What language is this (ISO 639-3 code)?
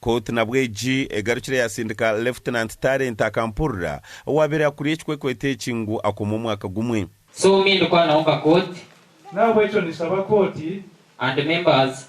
nyn